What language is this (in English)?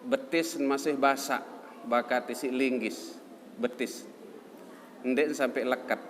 Sasak